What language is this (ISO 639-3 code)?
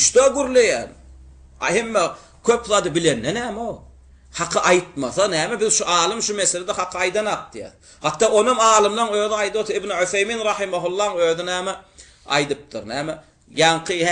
tuk